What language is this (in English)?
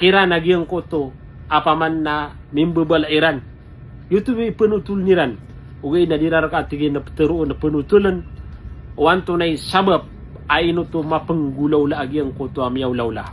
Maranao